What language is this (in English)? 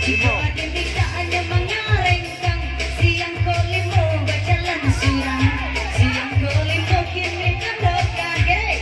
Minangkabau